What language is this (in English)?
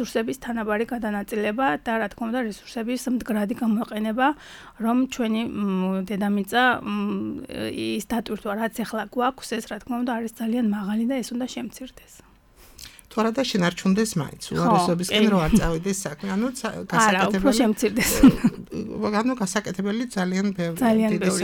Georgian